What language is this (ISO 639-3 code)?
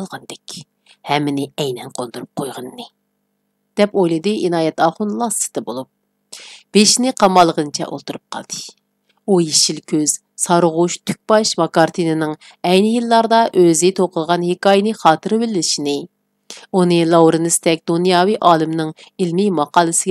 uig